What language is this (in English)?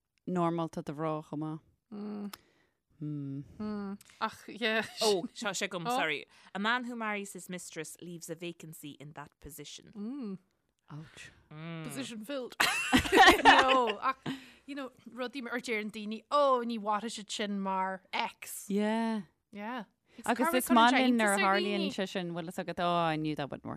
Irish